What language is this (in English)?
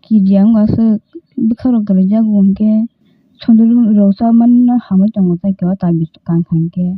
Kok Borok